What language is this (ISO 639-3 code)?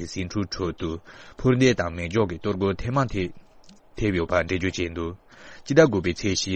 bod